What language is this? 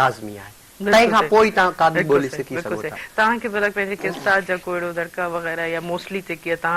Sindhi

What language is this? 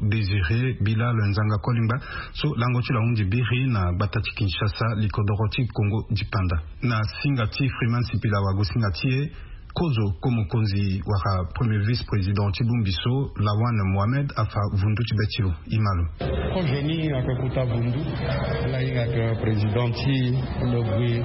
Sango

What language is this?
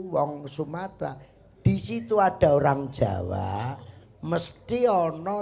Javanese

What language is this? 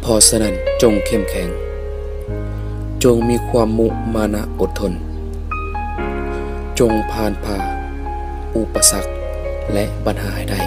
Lao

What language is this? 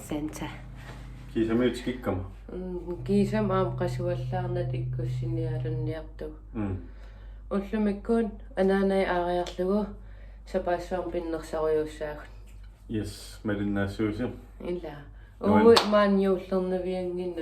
Kalaallisut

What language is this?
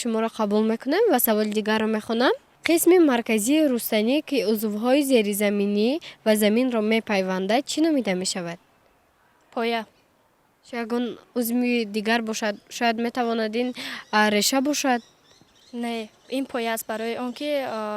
Tajik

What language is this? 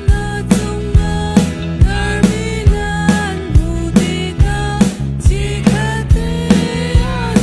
Hakha Chin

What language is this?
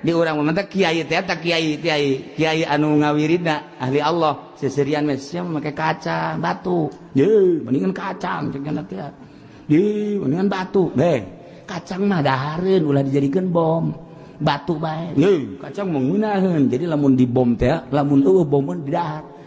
Sundanese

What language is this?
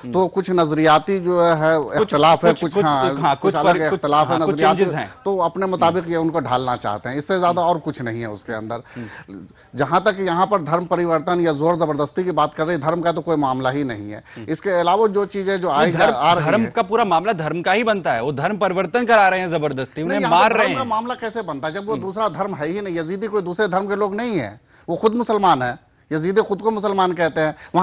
Hindi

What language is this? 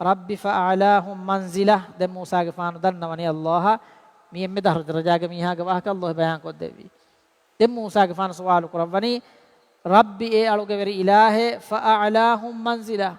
Divehi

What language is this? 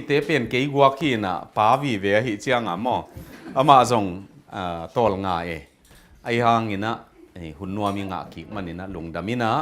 Tedim Chin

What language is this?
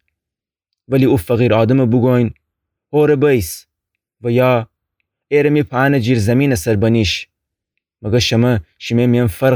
Gilaki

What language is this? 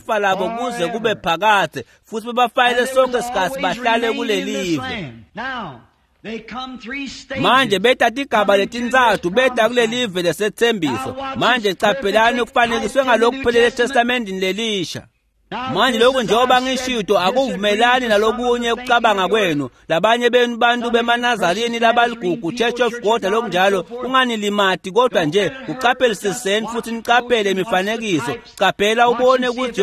Swati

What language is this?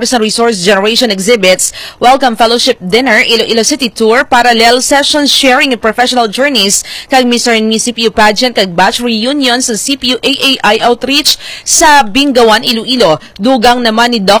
Hiligaynon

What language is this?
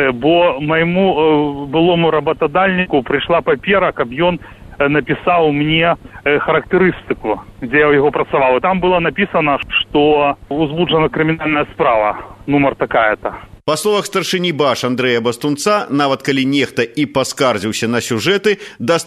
Belarusian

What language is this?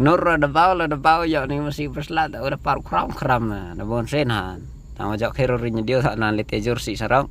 Khasi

